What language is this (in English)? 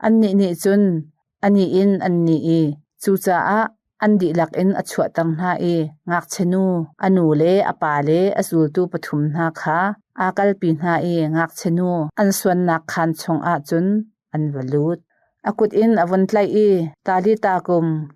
Hakha Chin